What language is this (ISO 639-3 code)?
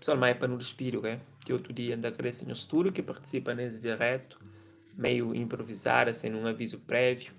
kea